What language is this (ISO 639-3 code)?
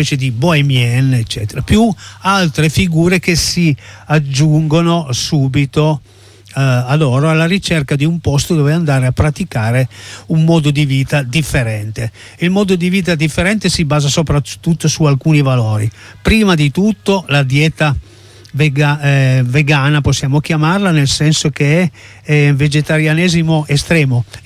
ita